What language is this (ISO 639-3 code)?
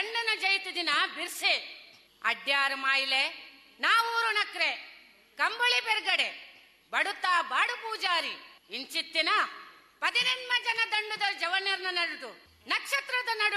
tcy